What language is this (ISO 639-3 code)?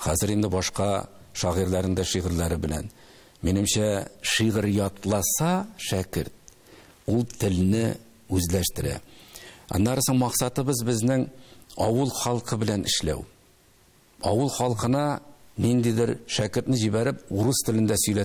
tat